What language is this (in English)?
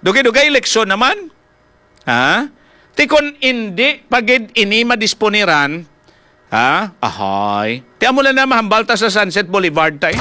Hiligaynon